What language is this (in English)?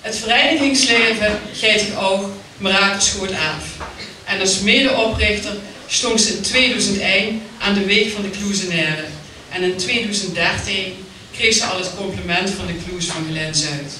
Limburgish